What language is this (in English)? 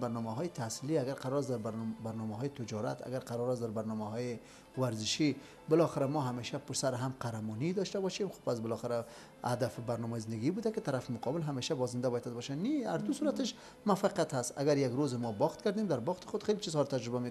Persian